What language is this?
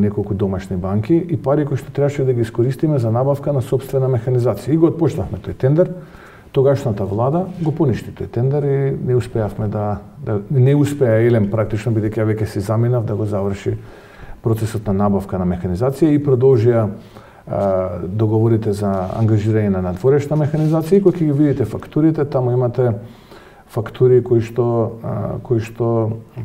Macedonian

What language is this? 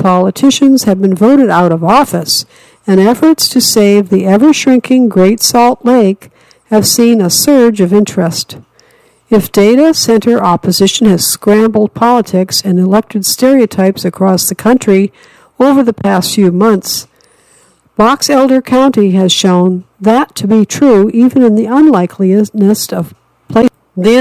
English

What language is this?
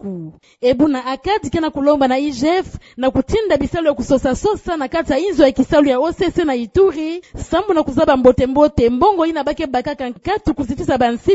Kituba (Democratic Republic of Congo)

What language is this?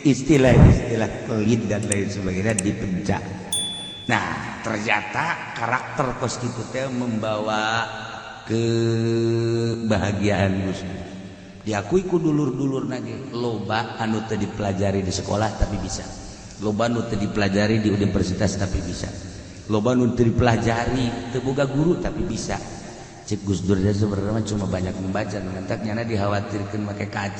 Sundanese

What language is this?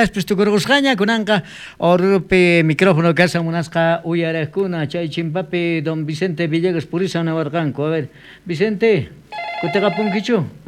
South Bolivian Quechua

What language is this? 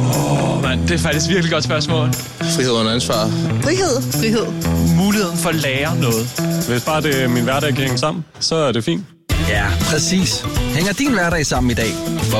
Danish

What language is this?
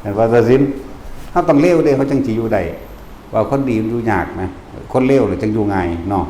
Northeastern Thai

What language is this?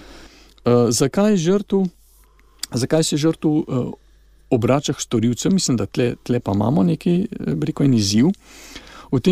Slovenian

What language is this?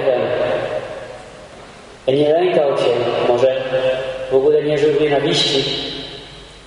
Polish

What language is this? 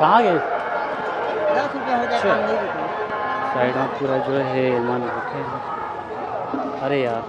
Chhattisgarhi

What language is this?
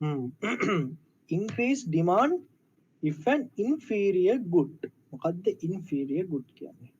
Sinhala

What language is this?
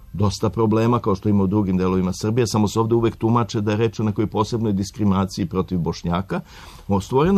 Serbian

